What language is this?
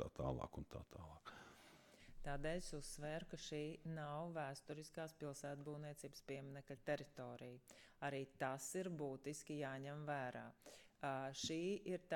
Latvian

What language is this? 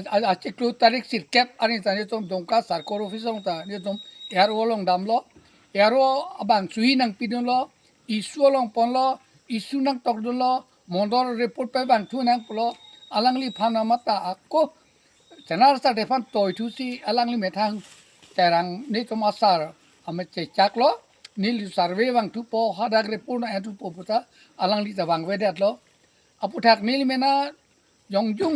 Karbi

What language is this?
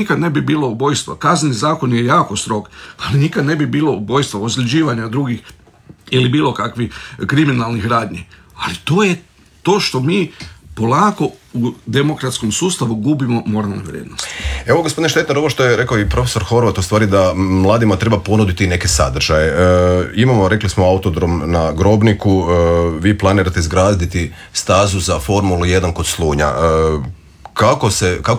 Croatian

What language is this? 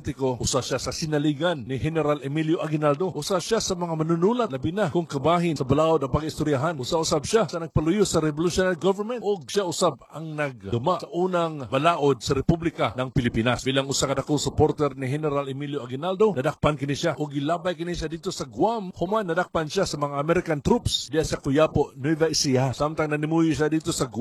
Cebuano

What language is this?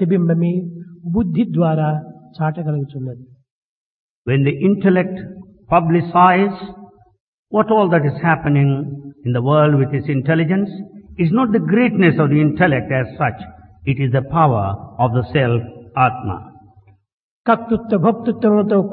Telugu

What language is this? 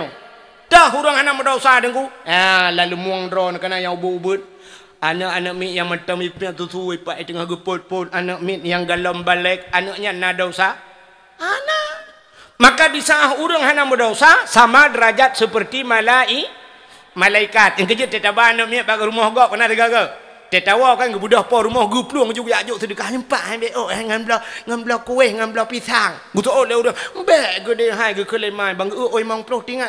Achinese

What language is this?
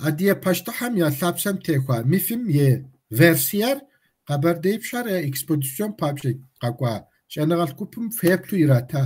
Kabardian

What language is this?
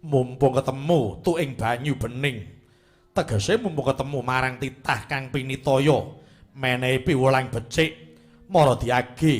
Javanese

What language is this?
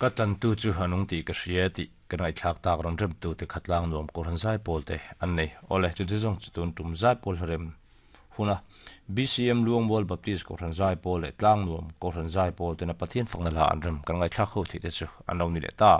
Mizo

